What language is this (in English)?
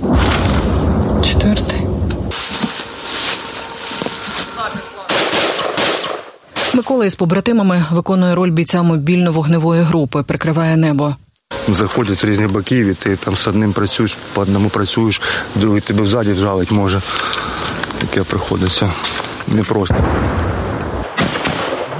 Ukrainian